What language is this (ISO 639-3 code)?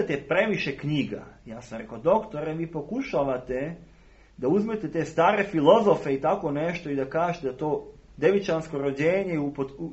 srp